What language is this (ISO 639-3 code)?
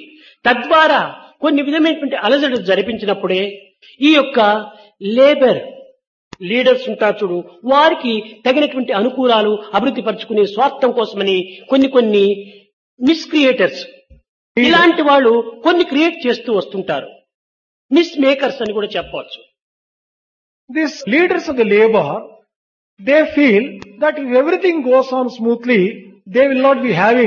tel